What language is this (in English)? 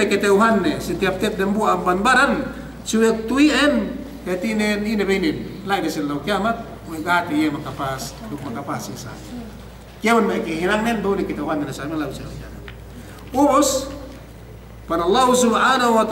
Yakan